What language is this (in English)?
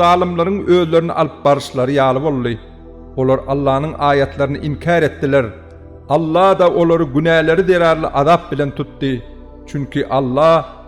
Turkmen